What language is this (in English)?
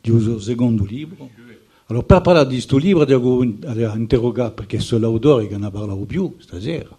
Corsican